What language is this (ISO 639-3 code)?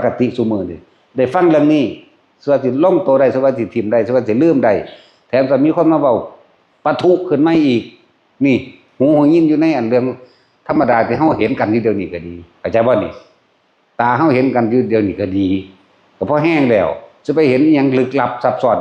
tts